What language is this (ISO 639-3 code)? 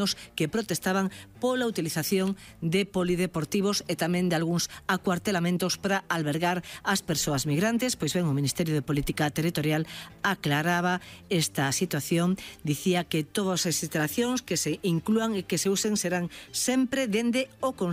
glg